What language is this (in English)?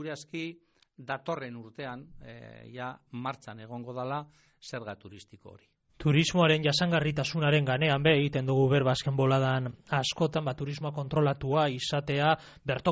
Basque